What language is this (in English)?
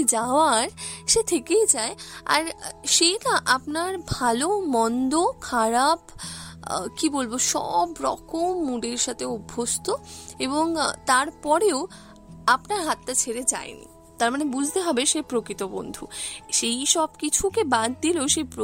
Bangla